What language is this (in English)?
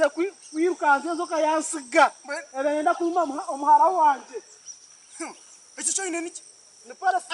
Nyankole